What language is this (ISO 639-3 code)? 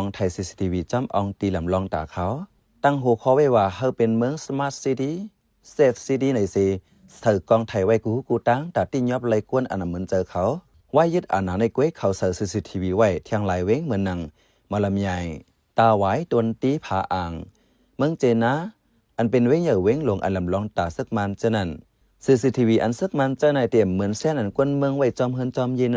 shn